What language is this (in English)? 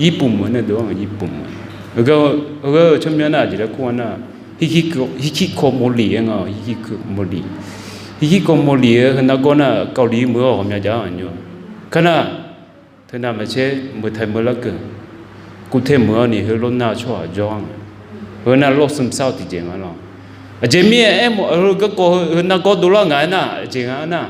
Akha